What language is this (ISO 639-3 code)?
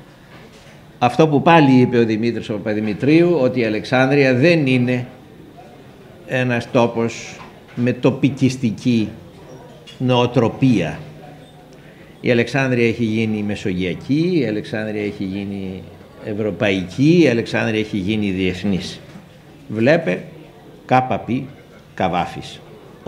ell